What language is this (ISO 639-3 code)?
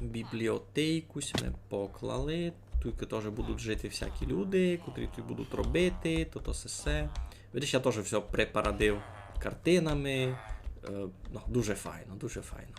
rue